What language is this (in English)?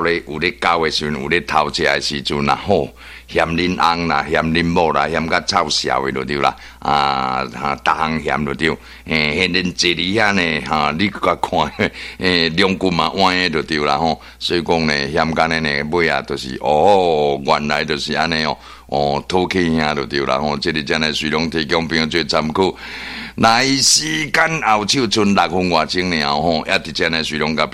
Min Nan Chinese